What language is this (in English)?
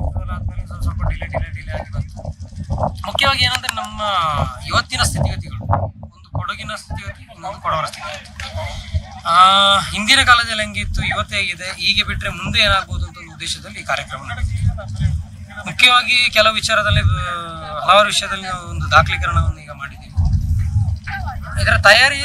Kannada